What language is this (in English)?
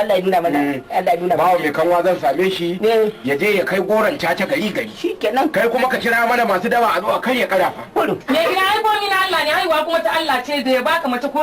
Hausa